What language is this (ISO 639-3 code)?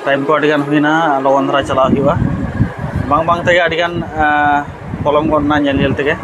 sat